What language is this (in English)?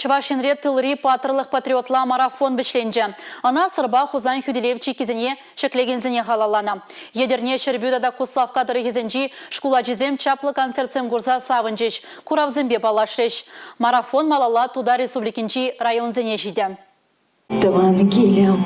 Chuvash